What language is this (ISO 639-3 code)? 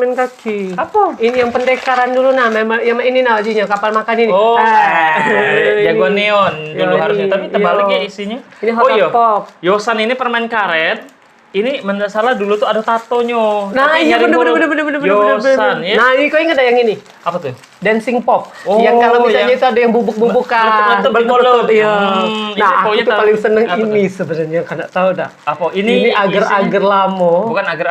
mui